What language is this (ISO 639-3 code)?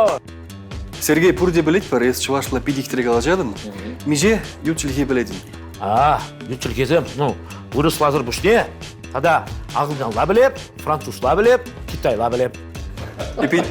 chv